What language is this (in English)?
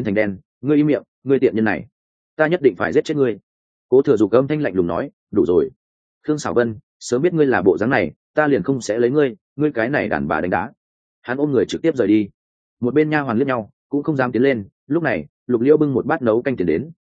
Vietnamese